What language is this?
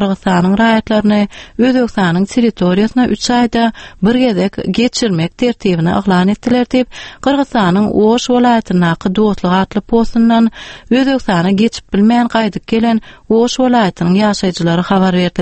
Turkmen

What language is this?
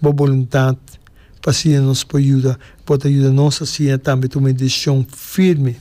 Papiamento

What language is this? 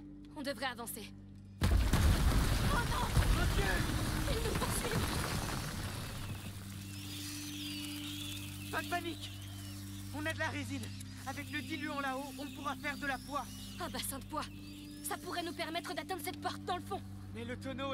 French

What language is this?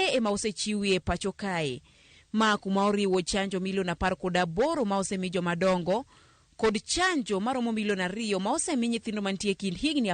Luo (Kenya and Tanzania)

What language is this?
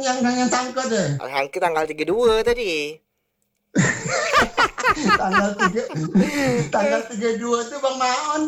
Malay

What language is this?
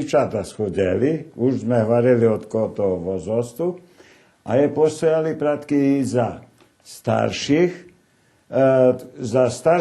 Rusyn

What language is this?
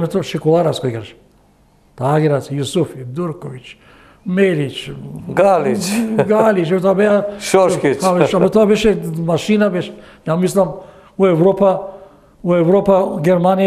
Macedonian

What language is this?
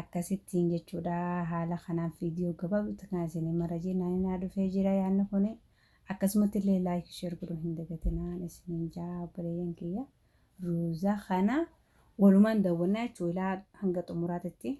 Oromo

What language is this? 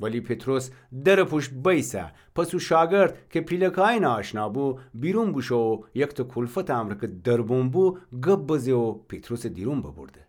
Gilaki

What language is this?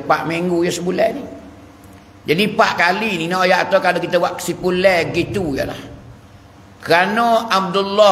Pattani Malay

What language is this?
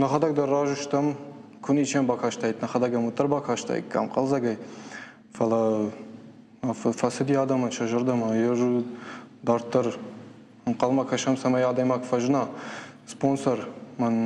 Ossetic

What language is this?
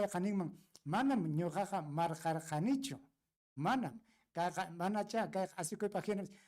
Ayacucho Quechua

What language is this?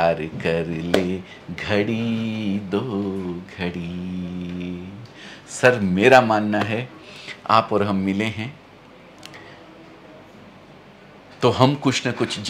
Gujarati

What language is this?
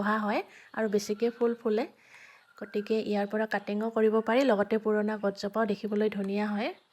Assamese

